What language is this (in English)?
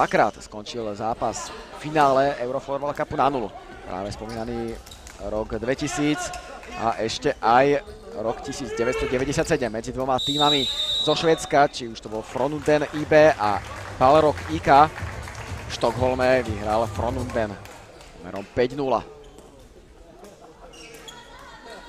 Slovak